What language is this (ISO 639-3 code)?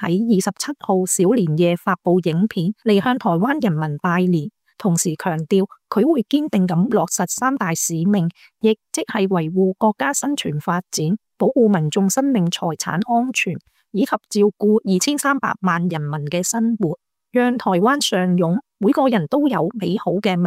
yue